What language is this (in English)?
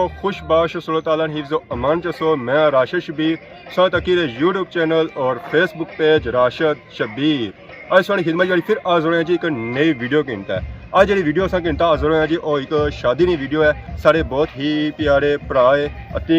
Pahari-Potwari